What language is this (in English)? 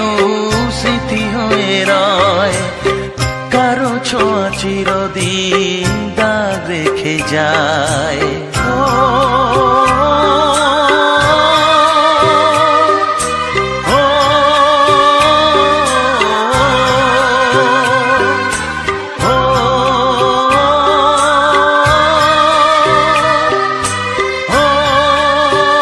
Bangla